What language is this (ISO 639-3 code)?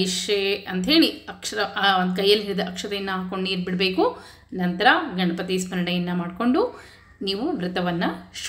kan